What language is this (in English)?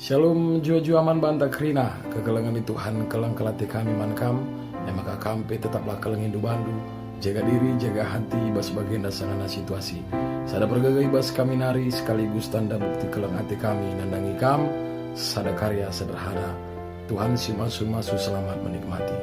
Batak Karo